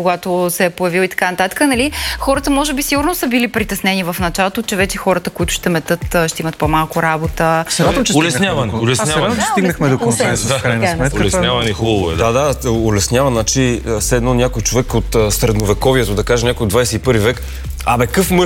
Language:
Bulgarian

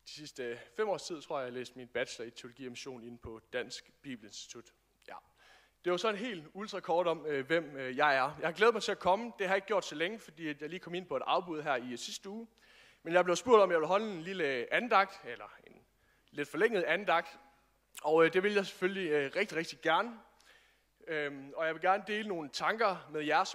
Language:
Danish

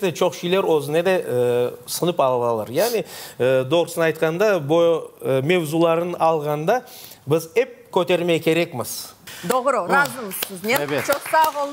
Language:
Crimean Tatar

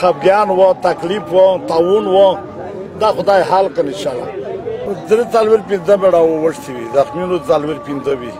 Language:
Pashto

